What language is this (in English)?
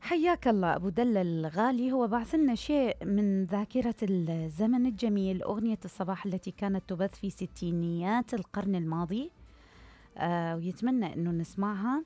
Mesopotamian Arabic